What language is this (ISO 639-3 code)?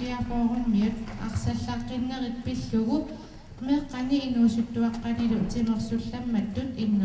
kal